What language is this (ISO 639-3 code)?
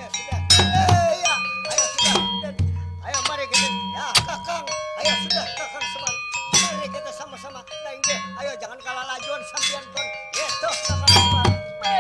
bjn